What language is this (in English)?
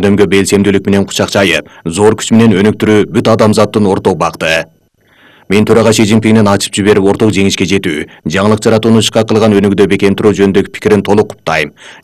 Kyrgyz